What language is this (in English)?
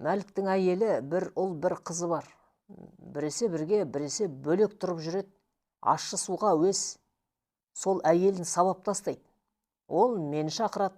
Kazakh